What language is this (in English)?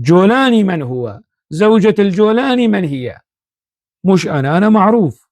North Levantine Arabic